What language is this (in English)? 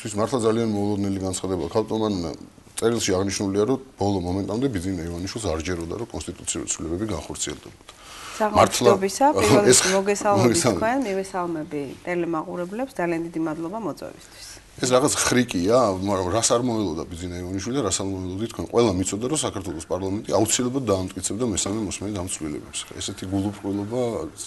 Georgian